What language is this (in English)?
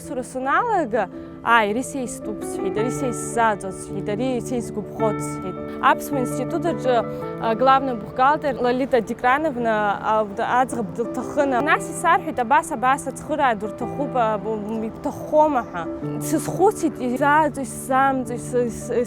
Abkhazian